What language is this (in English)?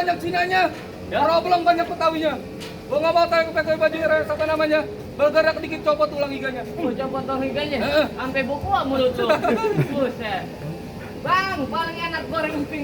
Betawi